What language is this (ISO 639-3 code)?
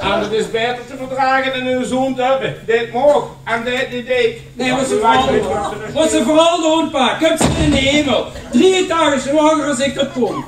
lim